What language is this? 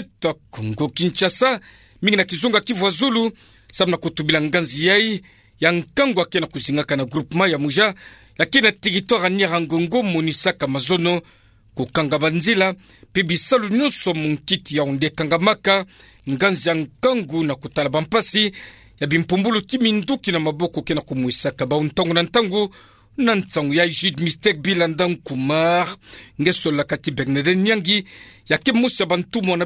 Kituba (Democratic Republic of Congo)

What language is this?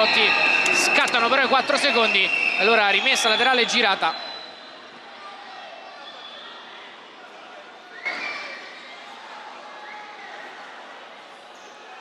Italian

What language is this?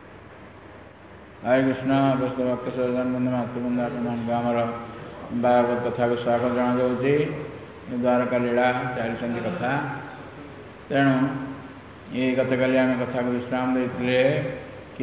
Odia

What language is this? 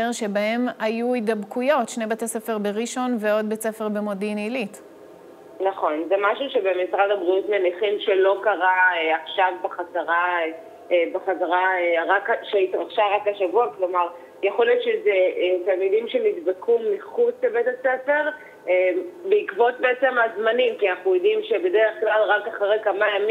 Hebrew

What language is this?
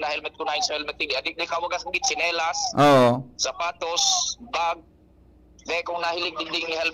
Bikol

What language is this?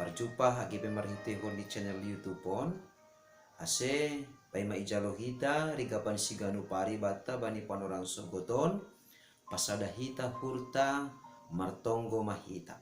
Batak Simalungun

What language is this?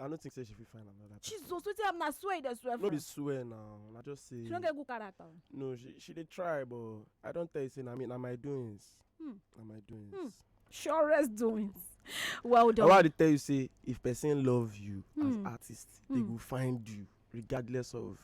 Nigerian Pidgin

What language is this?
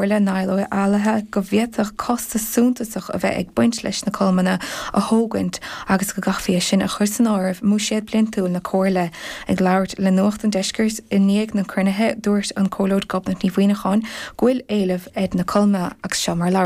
Irish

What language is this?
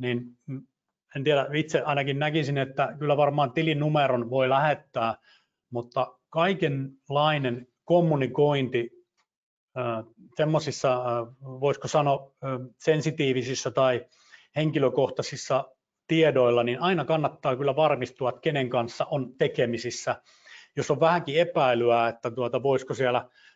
Finnish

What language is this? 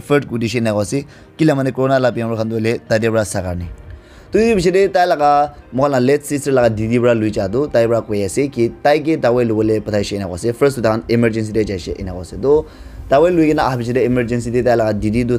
Naga Pidgin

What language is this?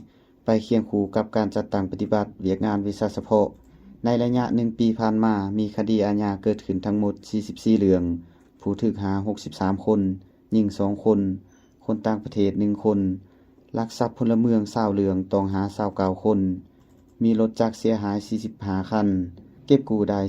Lao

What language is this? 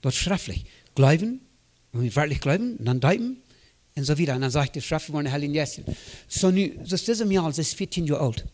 Plautdietsch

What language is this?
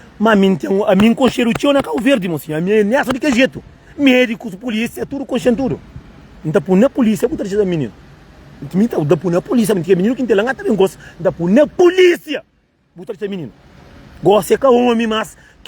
Kabuverdianu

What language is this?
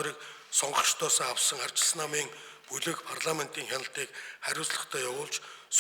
Mongolian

